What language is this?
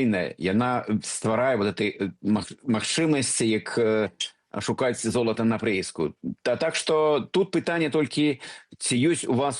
Belarusian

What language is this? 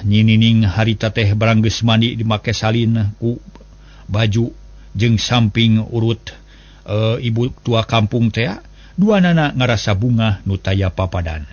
Sundanese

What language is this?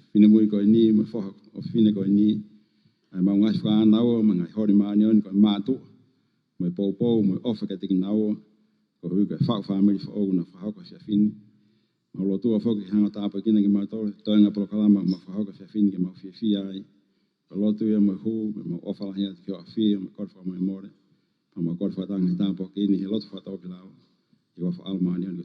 Tongan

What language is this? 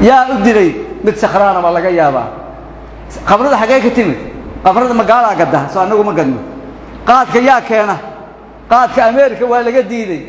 Somali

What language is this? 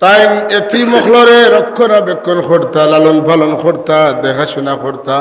Sylheti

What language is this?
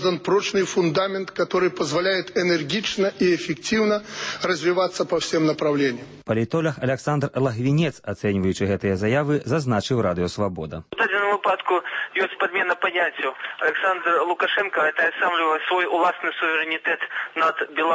Belarusian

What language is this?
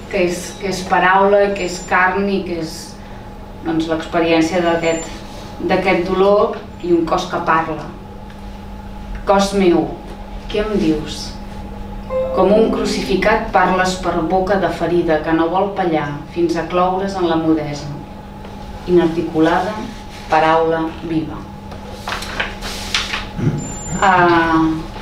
Catalan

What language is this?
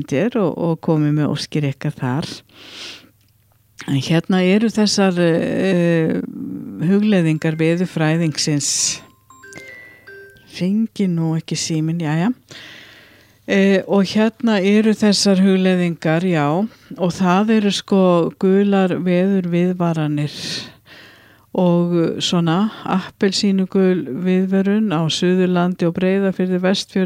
Icelandic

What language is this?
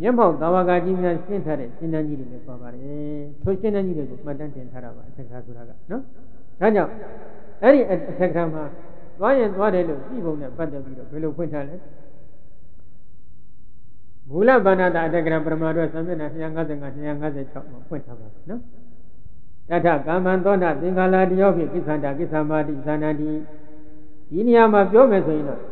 Burmese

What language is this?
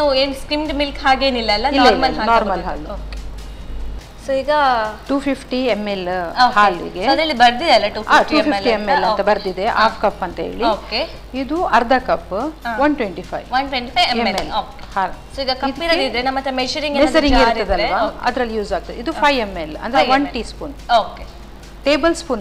Kannada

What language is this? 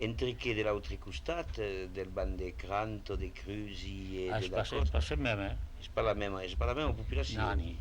Occitan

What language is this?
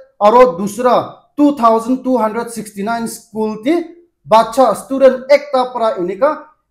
Naga Pidgin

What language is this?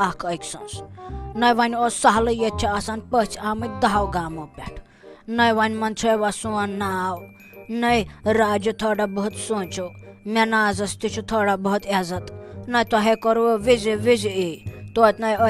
Kashmiri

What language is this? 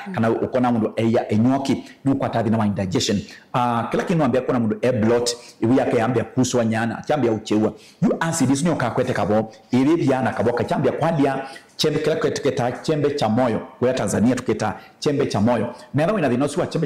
Kamba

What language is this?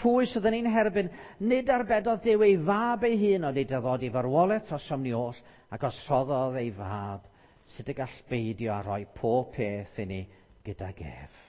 Welsh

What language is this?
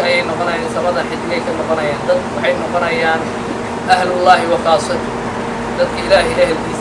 Somali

